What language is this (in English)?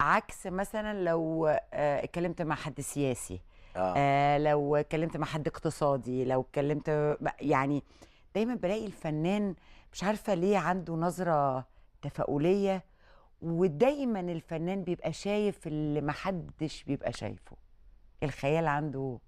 Egyptian Arabic